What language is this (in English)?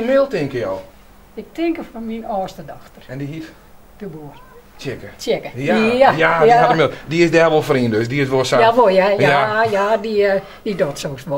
Western Frisian